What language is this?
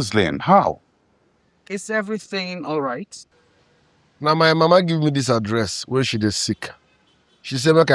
Nigerian Pidgin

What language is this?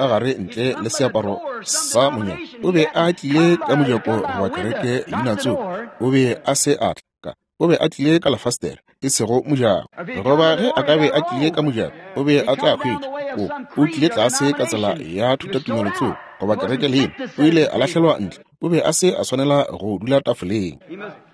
Northern Sotho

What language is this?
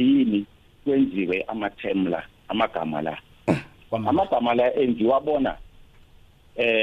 South Ndebele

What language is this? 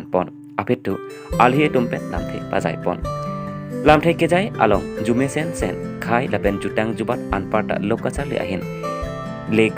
Karbi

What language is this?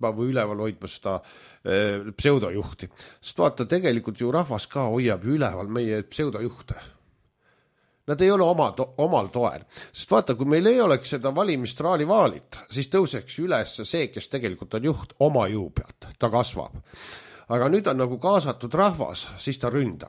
Estonian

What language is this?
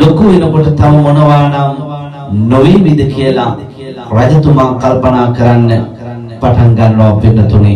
Sinhala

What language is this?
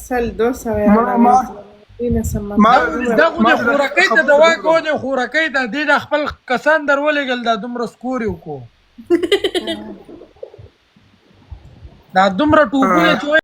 Pashto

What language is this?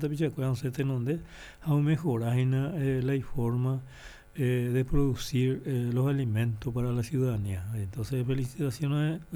Guarani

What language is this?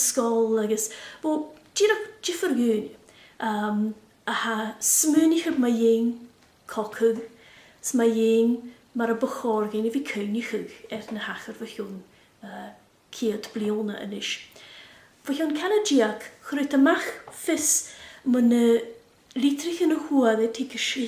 Scottish Gaelic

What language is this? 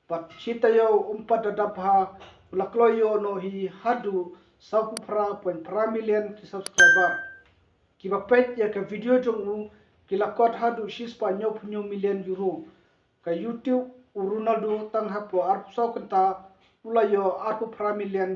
Khasi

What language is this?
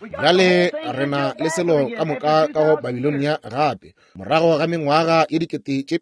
Northern Sotho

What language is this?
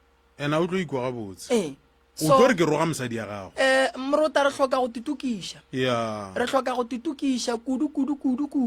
Northern Sotho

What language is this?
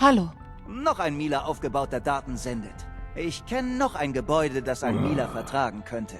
Bavarian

